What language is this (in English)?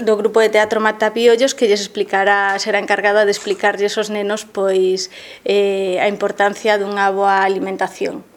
Galician